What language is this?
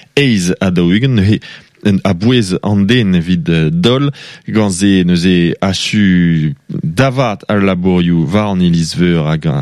Breton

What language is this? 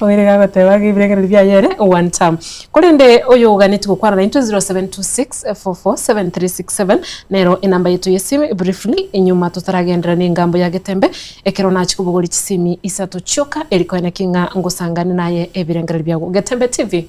Gusii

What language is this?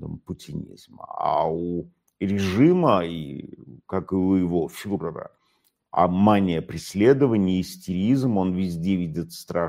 Russian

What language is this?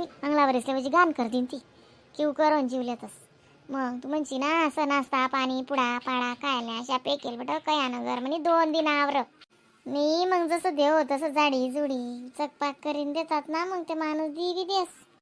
Khandesi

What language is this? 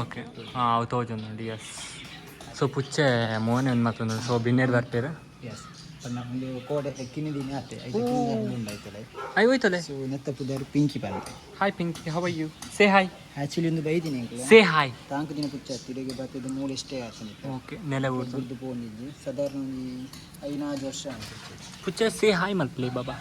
Tulu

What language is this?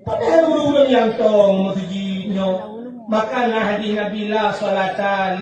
Achinese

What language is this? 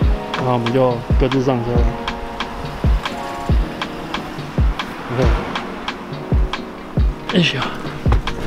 Chinese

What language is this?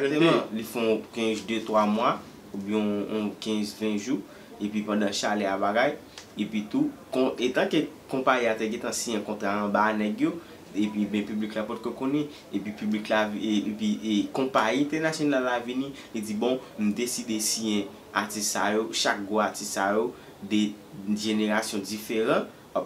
Haitian Creole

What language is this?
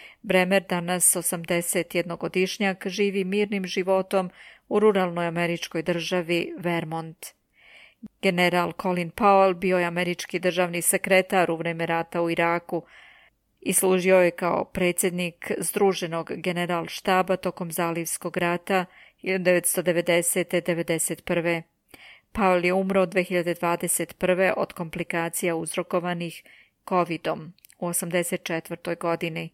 Serbian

